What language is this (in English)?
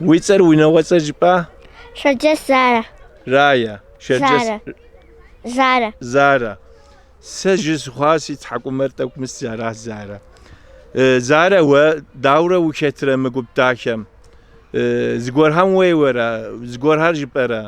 Kabardian